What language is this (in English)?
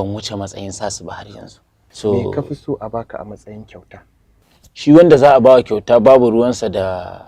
Hausa